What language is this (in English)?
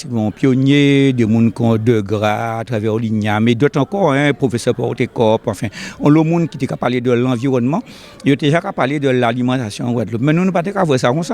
Guadeloupean Creole French